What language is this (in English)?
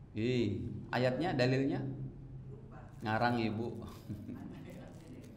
Indonesian